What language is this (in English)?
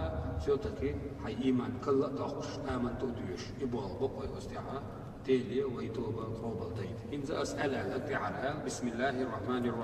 Chechen